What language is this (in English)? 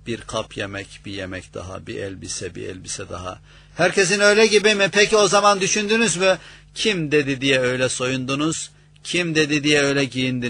Turkish